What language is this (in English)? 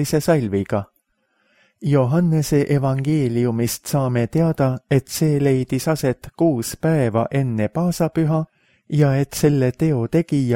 Estonian